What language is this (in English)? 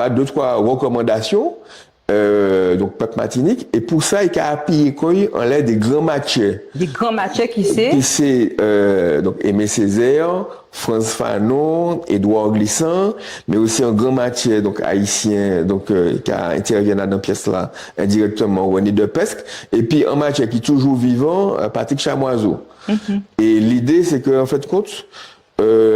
Guadeloupean Creole French